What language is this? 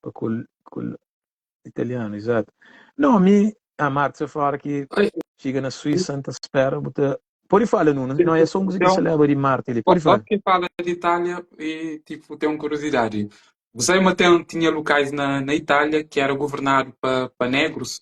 Kabuverdianu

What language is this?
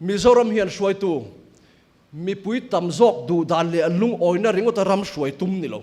Mizo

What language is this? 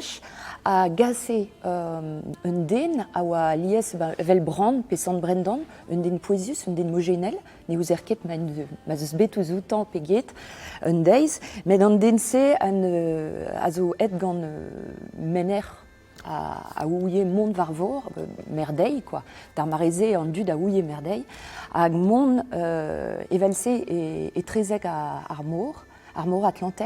Breton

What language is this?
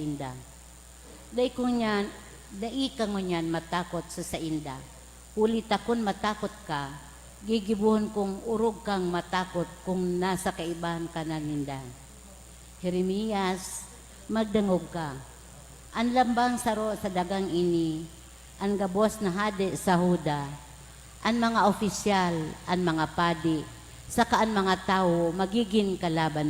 Bikol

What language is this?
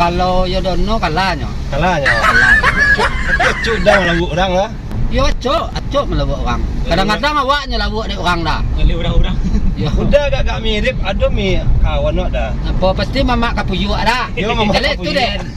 Minangkabau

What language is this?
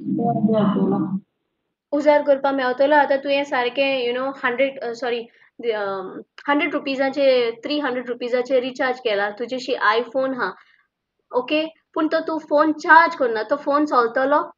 Konkani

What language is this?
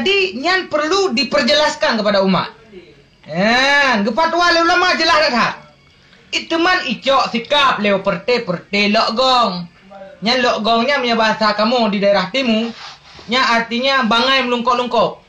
Achinese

